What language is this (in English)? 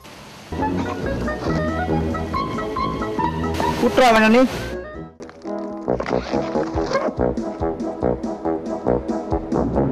Malay